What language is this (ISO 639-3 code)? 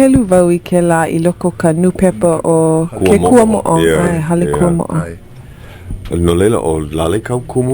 haw